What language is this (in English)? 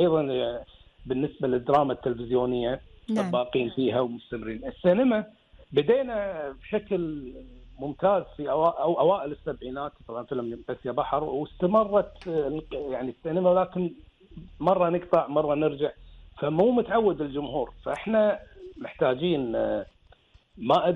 Gulf Arabic